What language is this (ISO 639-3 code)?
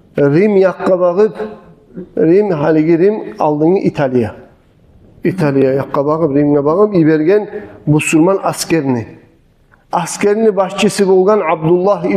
kum